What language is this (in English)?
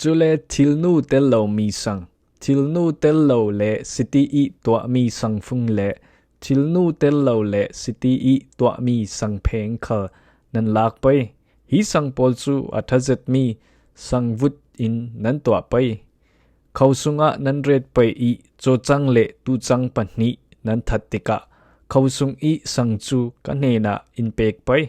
Falam Chin